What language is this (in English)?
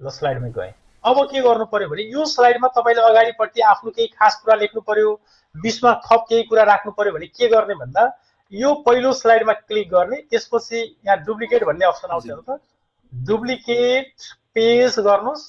Nepali